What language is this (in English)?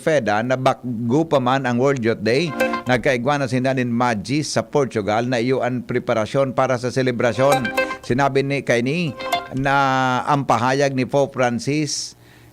Bikol